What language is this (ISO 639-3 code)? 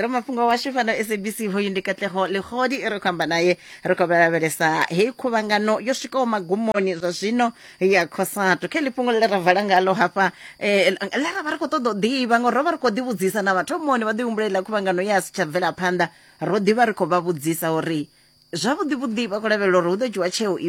ven